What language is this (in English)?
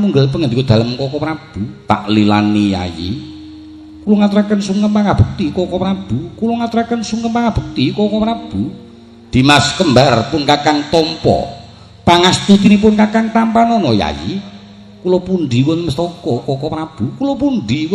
Javanese